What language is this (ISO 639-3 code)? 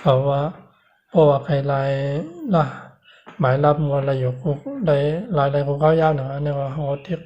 shn